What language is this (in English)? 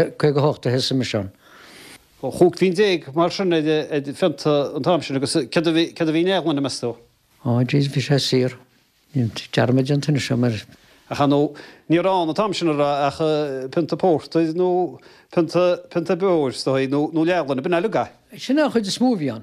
Irish